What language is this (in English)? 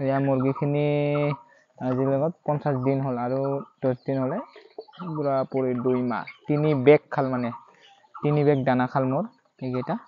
Assamese